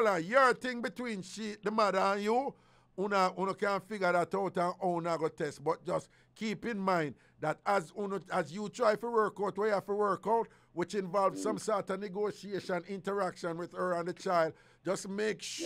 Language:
Jamaican Creole English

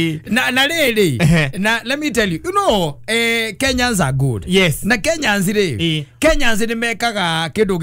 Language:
Kikuyu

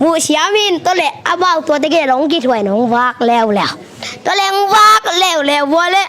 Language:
Tedim Chin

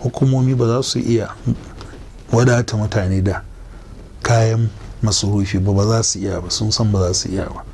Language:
Hausa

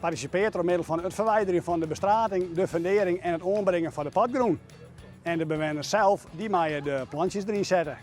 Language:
Western Frisian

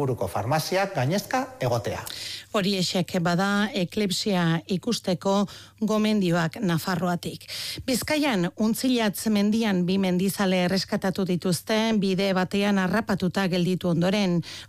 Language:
Basque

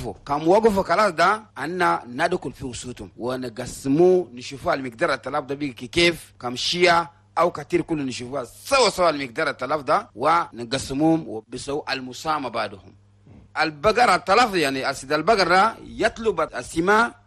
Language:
Chadian Arabic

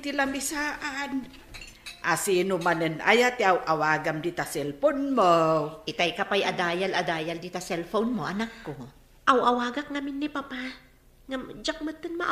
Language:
Iloko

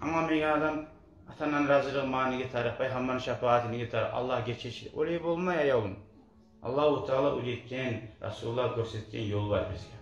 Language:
Kumyk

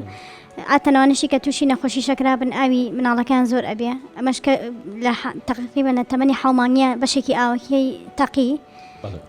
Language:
Central Kurdish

